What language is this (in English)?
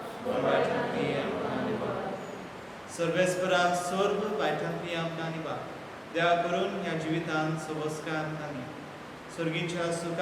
Konkani